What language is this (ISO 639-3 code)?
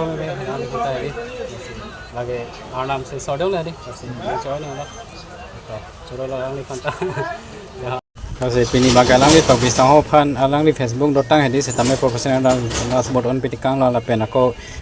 mjw